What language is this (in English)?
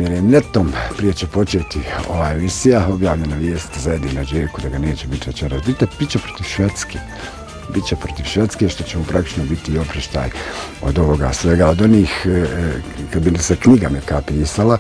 Bosnian